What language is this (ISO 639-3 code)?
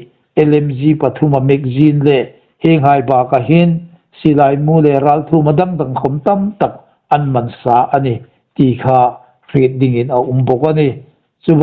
hmr